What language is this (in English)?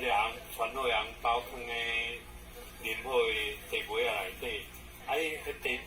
Min Nan Chinese